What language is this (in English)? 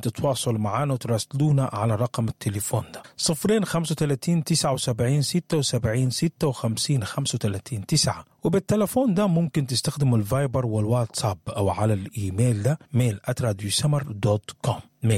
Sudanese Arabic